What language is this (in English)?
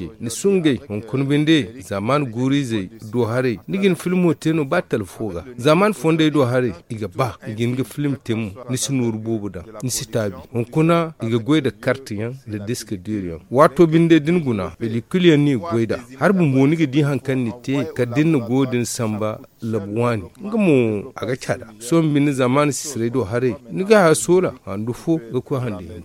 Zarma